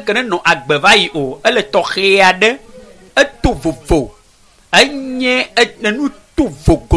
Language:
Ewe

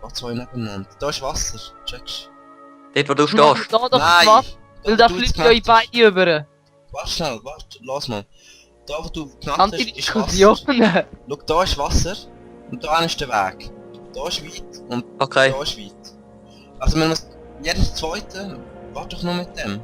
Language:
Swiss German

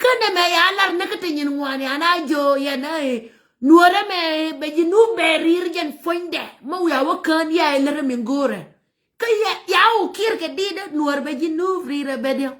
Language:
Nuer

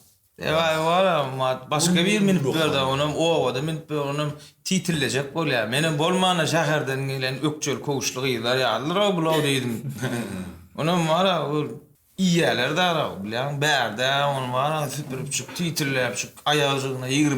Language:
Turkmen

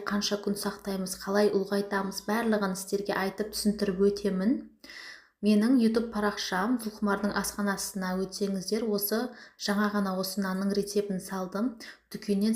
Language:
Kazakh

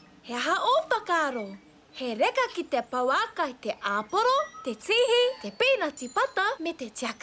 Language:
Māori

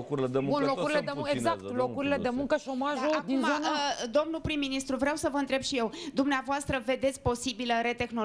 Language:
Romanian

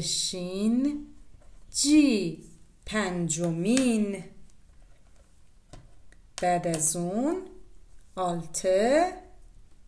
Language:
Persian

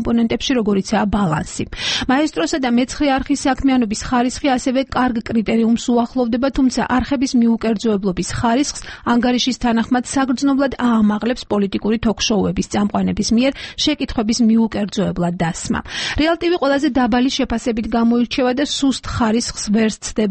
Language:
Georgian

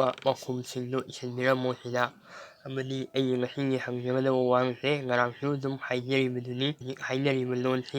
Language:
Manipuri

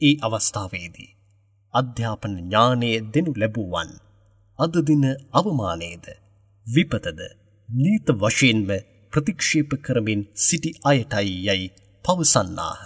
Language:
Sinhala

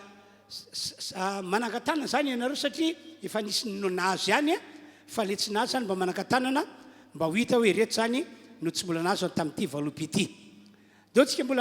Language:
Malagasy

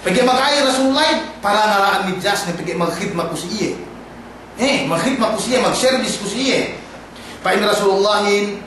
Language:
Yakan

